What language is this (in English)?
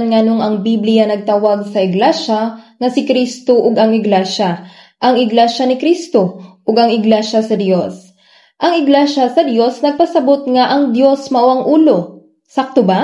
Cebuano